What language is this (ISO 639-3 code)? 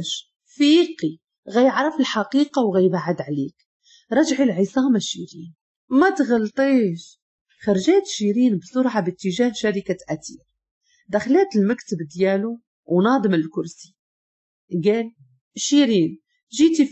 ary